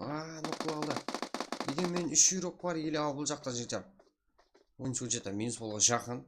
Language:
Kara-Kalpak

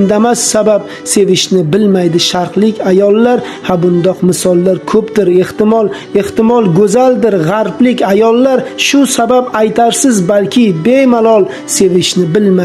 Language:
Uzbek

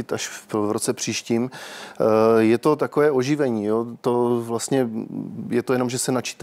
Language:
Czech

